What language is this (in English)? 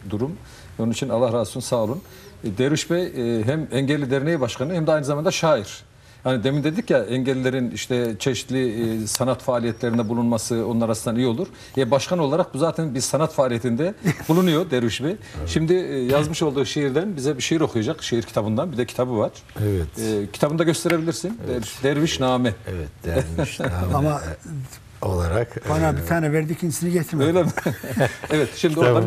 Turkish